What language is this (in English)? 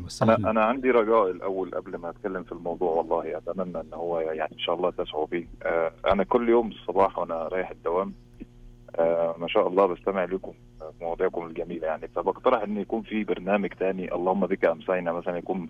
Najdi Arabic